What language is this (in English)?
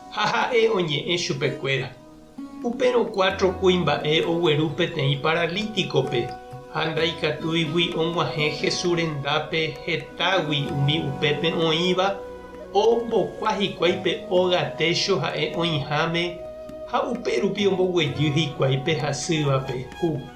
Guarani